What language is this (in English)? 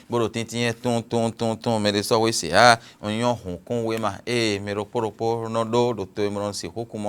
Fon